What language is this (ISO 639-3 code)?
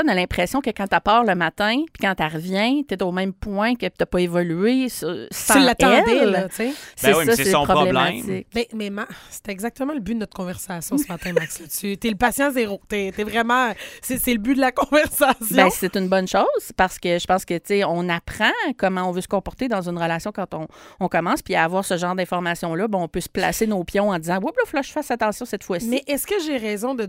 fra